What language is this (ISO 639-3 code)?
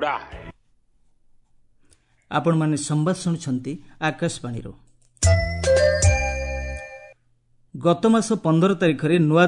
ori